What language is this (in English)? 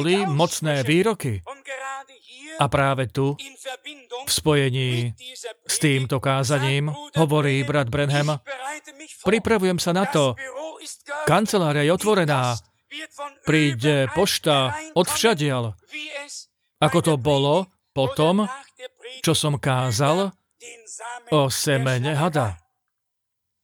Slovak